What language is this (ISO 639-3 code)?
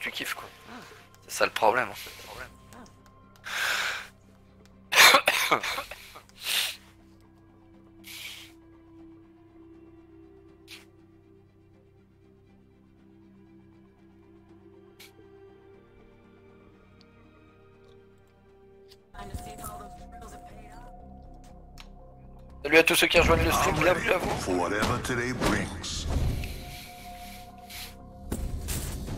fra